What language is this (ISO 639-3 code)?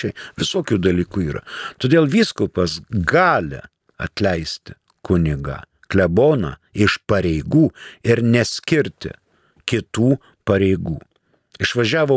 lit